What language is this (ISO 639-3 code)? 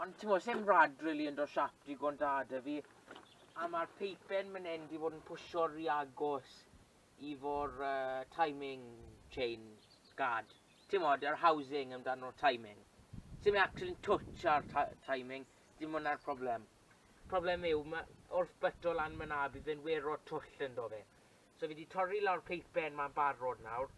cym